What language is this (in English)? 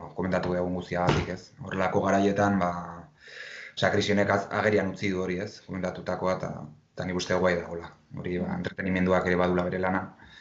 Basque